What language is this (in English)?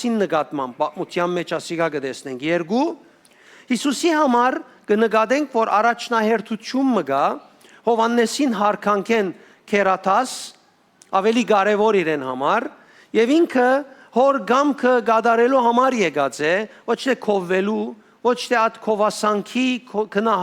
Western Armenian